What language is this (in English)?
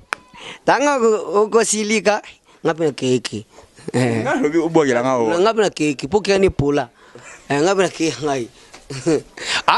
Lingala